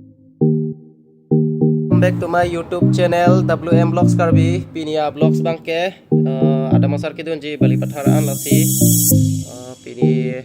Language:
Karbi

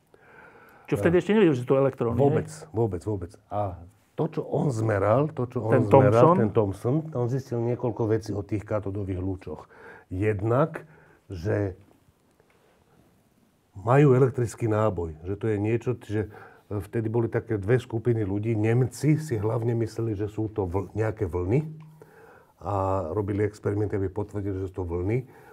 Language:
Slovak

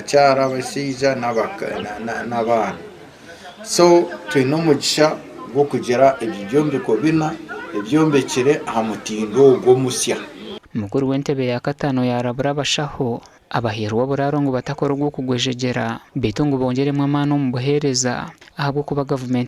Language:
Nyankole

